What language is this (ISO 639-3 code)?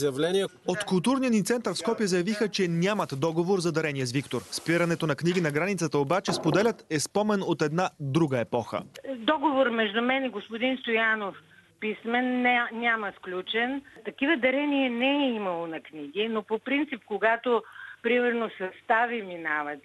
bul